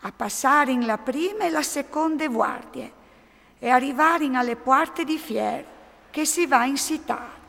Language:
Friulian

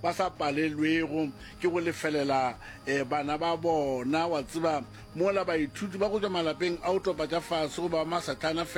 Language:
Northern Sotho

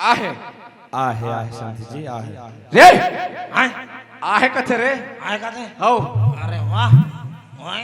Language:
Chhattisgarhi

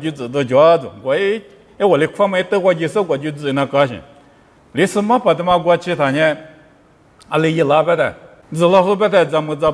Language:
Lisu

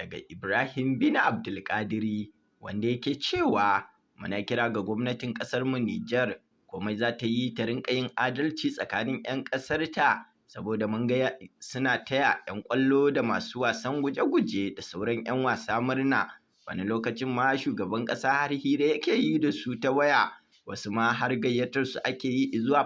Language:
Hausa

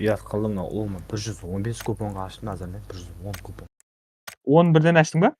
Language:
Kara-Kalpak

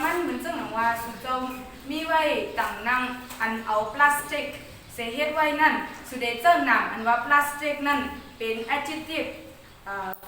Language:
Shan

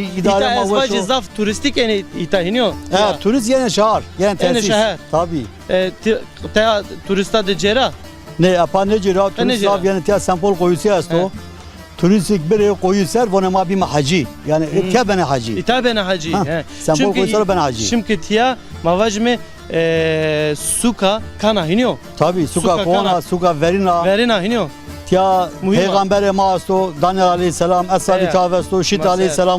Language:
Zaza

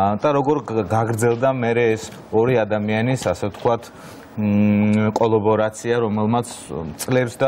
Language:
Georgian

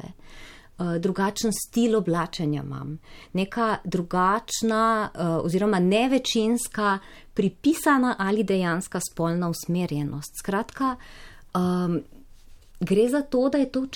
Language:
Slovenian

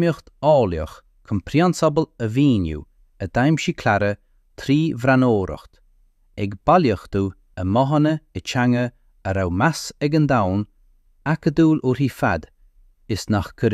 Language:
Irish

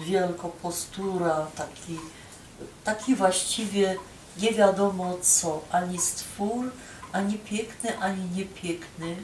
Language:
Silesian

